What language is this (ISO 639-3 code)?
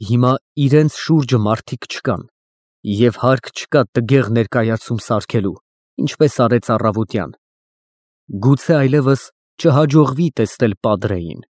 hye